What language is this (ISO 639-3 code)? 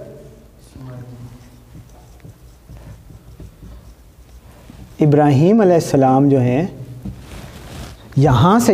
urd